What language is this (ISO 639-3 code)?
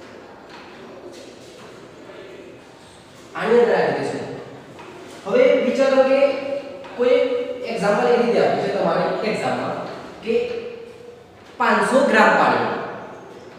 guj